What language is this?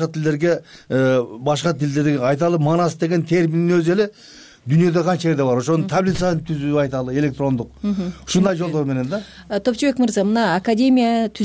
Kyrgyz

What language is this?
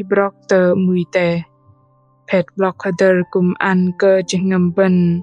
Bahnar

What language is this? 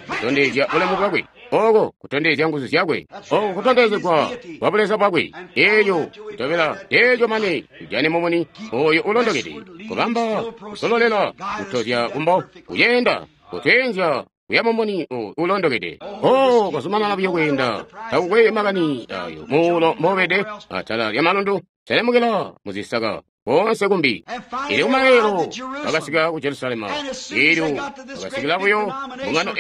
Tonga (Zambia)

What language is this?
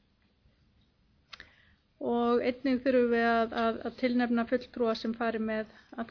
Icelandic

